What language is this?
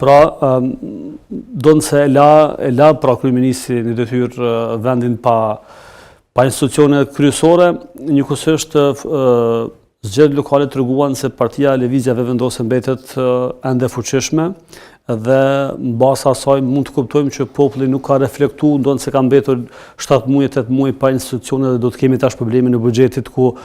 Albanian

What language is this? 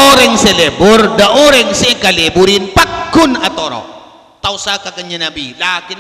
Madurese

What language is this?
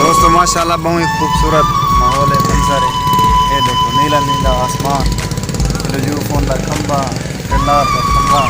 Saraiki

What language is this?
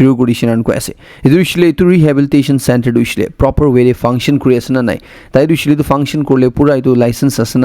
Naga Pidgin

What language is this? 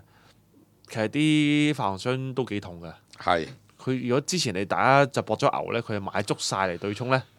Cantonese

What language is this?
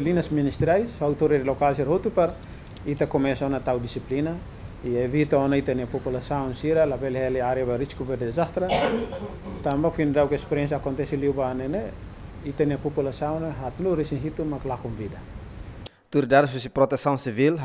Tetum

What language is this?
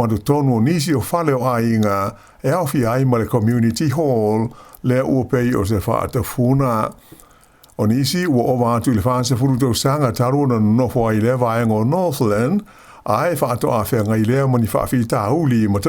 Samoan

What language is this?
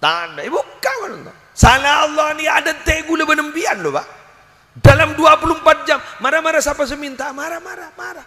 Madurese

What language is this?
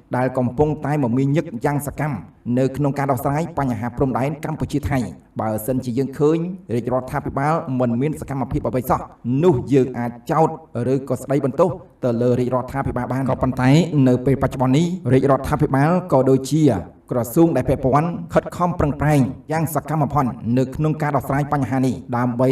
Khmer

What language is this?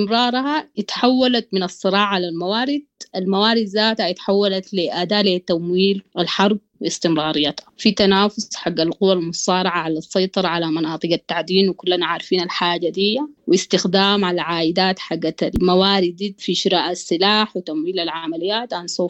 Sudanese Arabic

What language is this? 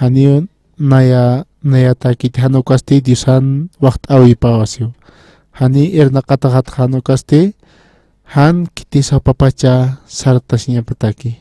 Aymara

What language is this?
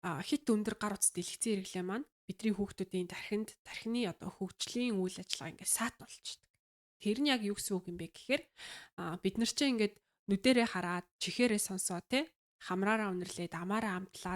Mongolian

